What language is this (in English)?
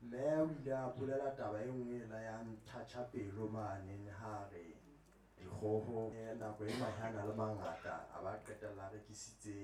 Southern Sotho